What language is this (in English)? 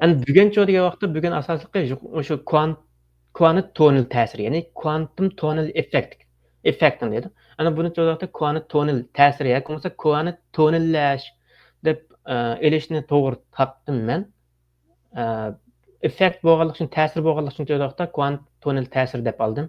Uyghur